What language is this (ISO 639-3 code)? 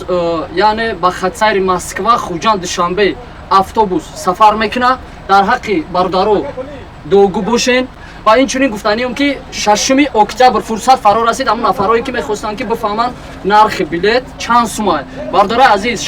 tgk